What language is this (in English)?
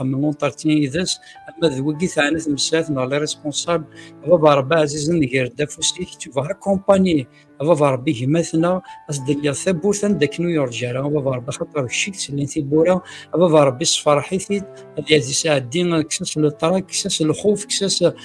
Kabyle